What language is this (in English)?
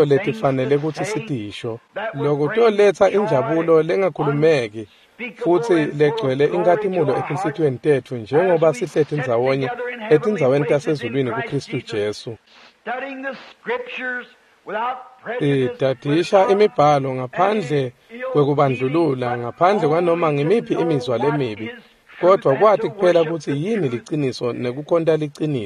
Swati